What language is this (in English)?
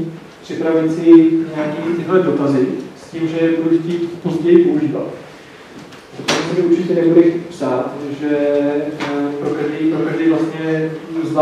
Czech